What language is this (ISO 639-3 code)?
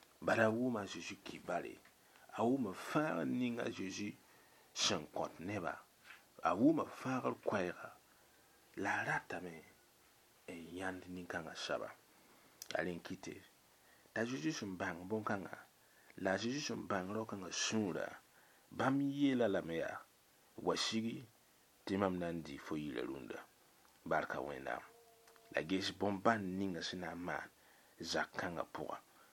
mos